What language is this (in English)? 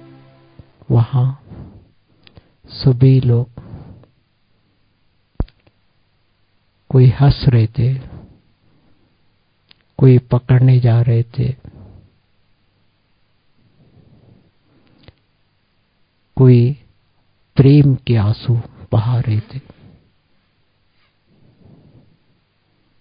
Hindi